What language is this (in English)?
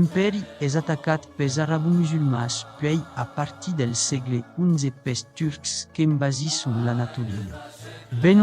Occitan